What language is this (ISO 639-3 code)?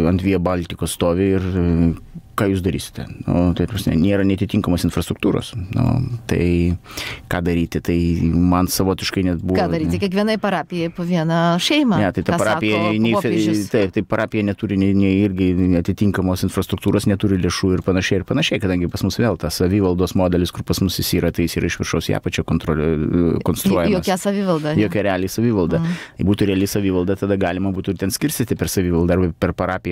lit